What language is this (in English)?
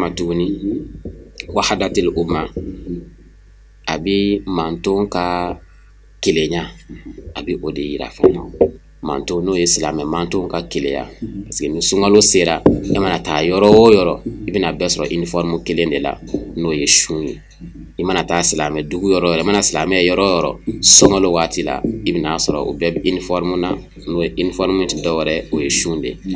Bambara